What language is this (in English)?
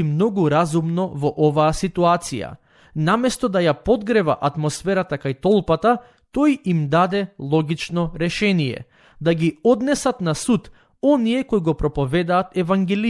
Macedonian